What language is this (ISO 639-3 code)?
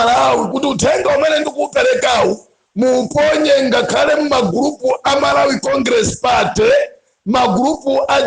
nya